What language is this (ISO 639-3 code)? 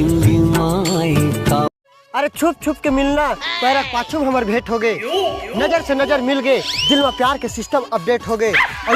hne